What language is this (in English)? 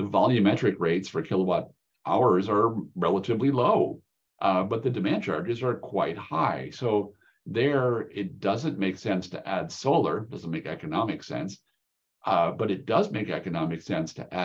English